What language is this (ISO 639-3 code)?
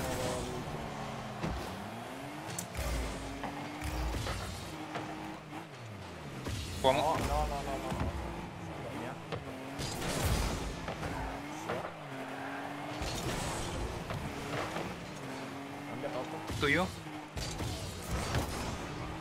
ita